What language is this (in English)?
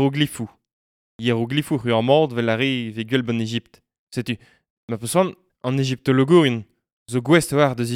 Breton